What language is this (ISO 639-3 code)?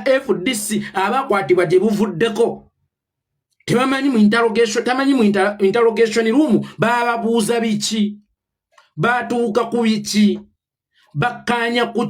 lug